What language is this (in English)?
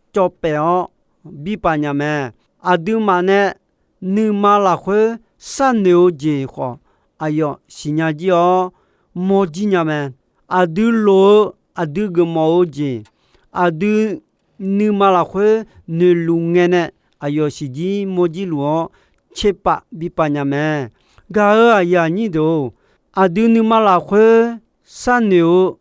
Akha